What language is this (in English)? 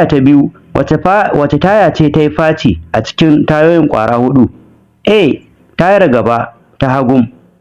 Hausa